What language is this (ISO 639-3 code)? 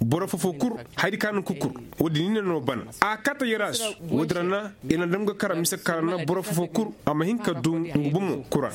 ses